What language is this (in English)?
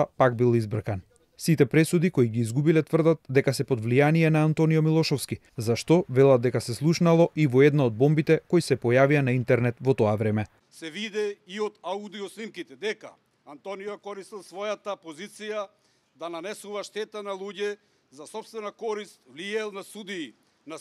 Macedonian